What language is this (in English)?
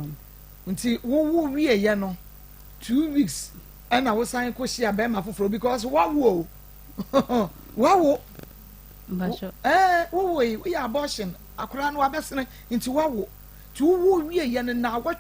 Akan